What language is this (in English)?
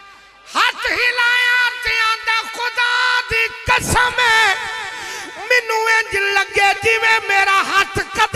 Western Panjabi